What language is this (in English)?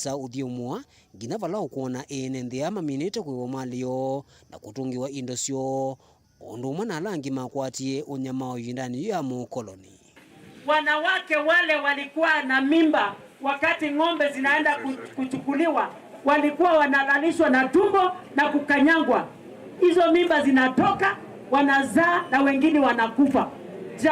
Kamba